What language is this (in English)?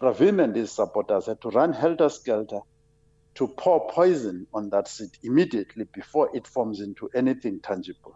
English